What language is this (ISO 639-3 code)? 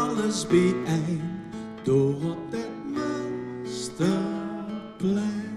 lim